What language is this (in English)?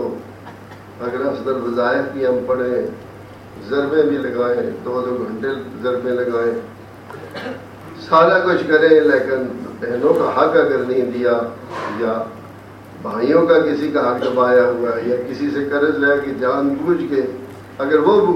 Urdu